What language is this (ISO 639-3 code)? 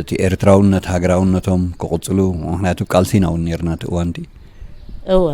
tir